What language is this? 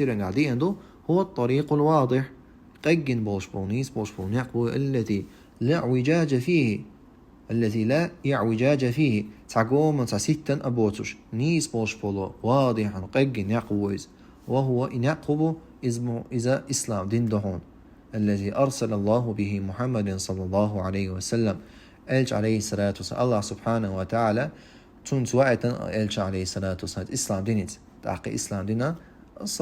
Chechen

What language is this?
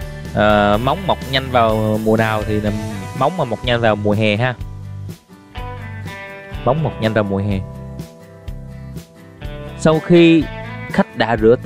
Vietnamese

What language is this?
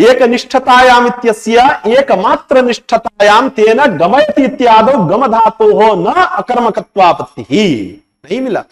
Sanskrit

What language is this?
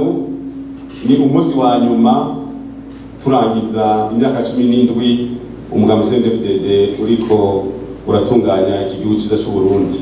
Rundi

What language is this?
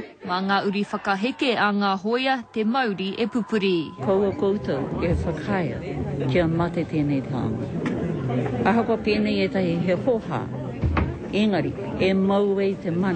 Māori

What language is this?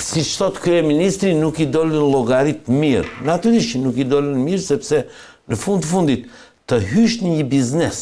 Albanian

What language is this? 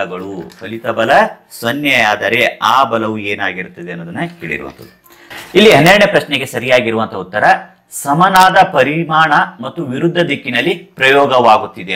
Kannada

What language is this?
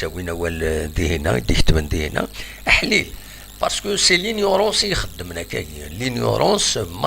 Kabyle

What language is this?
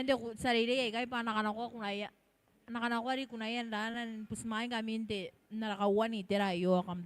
Gilbertese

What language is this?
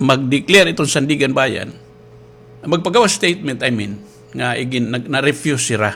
Waray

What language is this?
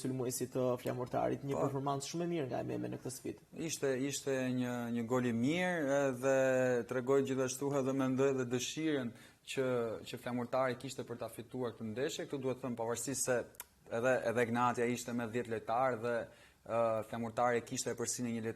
Albanian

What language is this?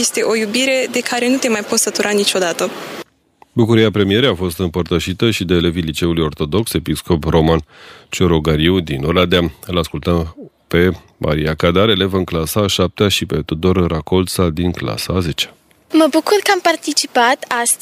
Romanian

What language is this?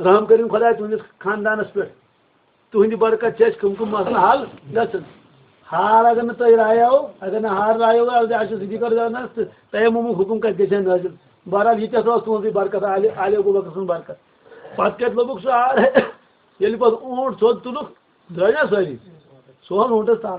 Kashmiri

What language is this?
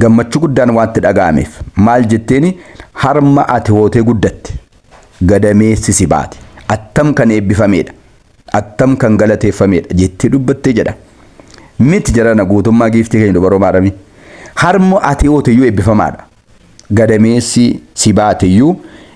Oromo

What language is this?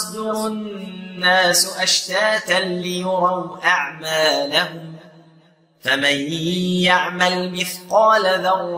Arabic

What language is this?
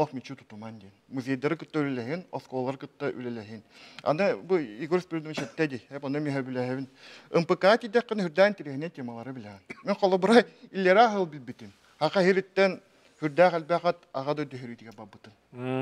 Yakut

